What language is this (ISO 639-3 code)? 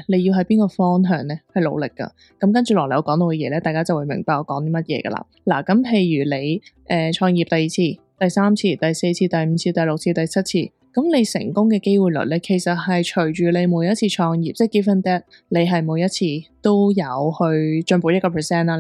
yue